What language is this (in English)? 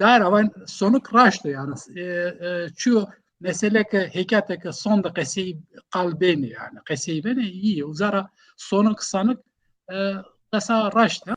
Zaza